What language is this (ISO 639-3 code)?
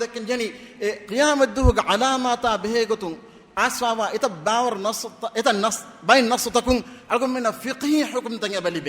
div